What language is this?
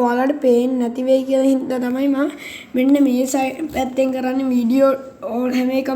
Sinhala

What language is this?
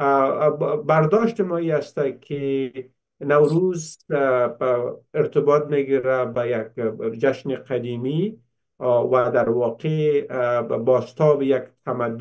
Persian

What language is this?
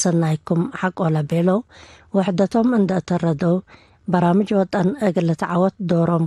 Tigre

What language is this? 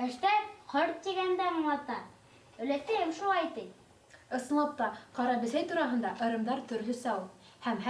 Bashkir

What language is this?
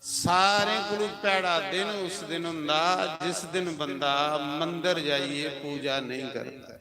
Dogri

